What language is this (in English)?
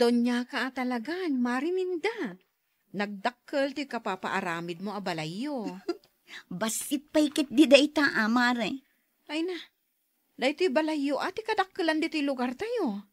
Iloko